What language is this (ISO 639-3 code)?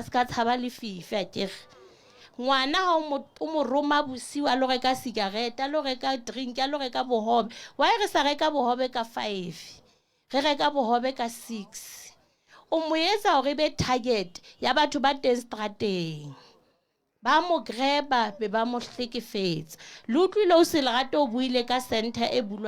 sot